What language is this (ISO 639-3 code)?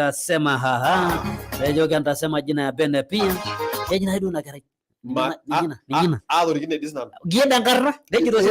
mas